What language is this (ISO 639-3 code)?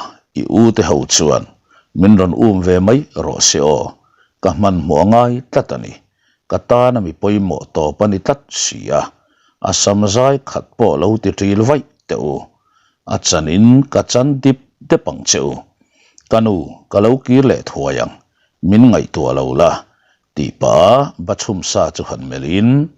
lus